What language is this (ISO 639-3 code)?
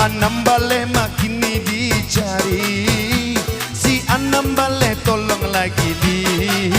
min